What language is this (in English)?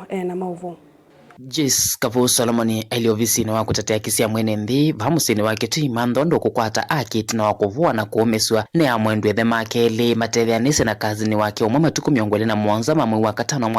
Kamba